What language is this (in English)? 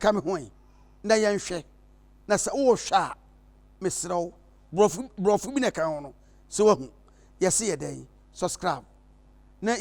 Akan